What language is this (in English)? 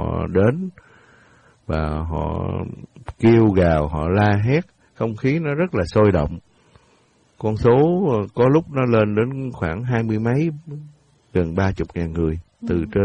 Vietnamese